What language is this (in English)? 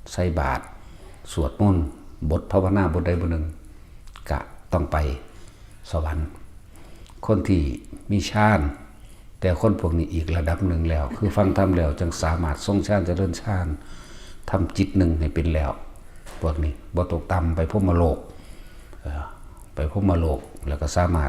Northeastern Thai